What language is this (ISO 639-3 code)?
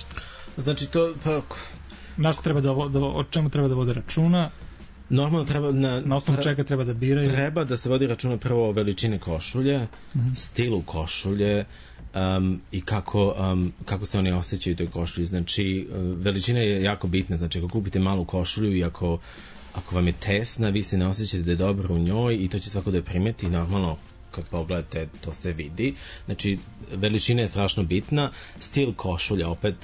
srp